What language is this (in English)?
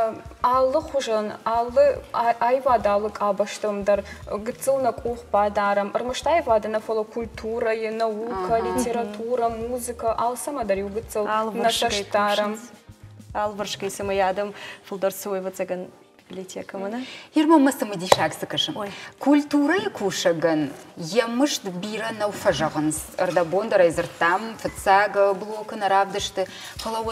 Ossetic